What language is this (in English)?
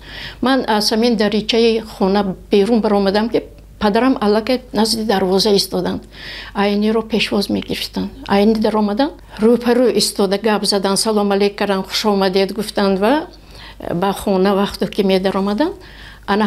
Tajik